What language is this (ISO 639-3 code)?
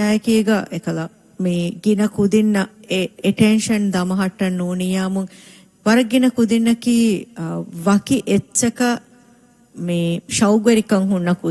div